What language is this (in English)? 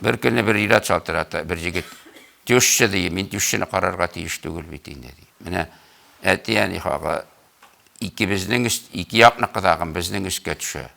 Tatar